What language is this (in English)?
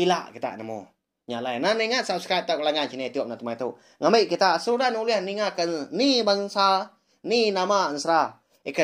Iban